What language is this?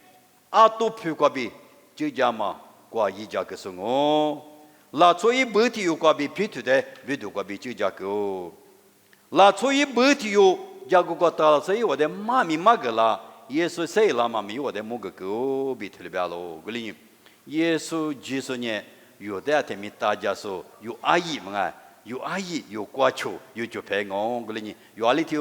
Lisu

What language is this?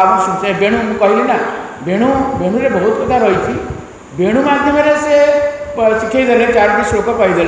Odia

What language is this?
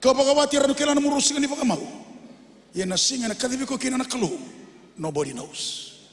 Fijian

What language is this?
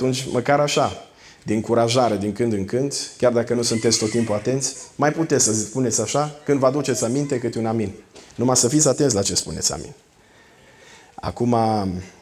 Romanian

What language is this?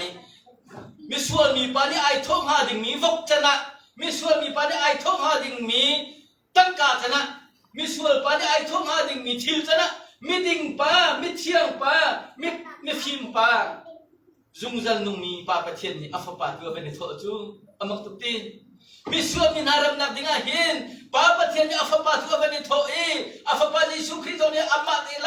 Hakha Chin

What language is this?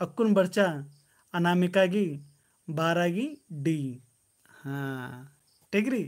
Kurukh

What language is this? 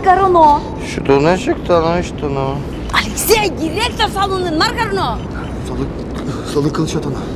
Udmurt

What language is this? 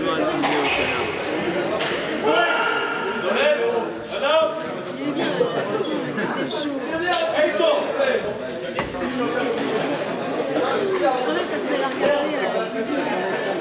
French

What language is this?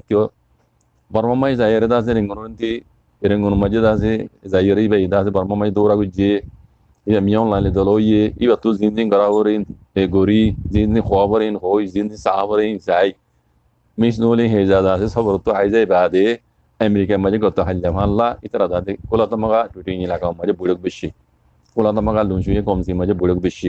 Rohingya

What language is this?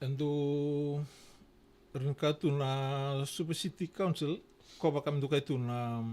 Fijian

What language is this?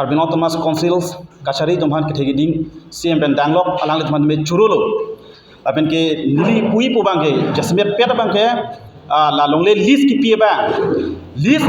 Karbi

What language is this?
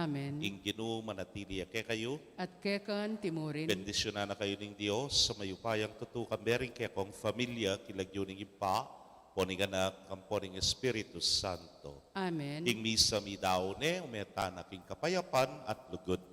Pampanga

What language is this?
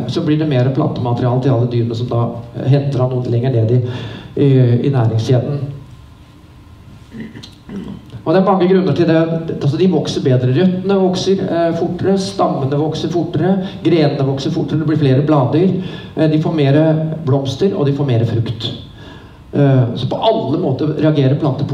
Norwegian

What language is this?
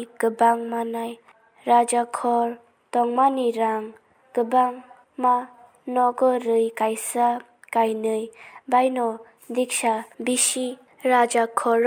Kok Borok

